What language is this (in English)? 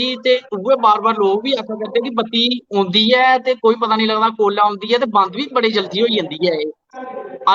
Dogri